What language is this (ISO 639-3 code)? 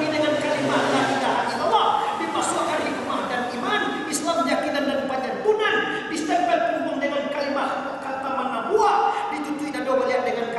min